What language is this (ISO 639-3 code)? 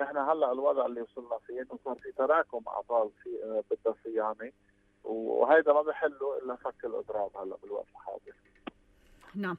apc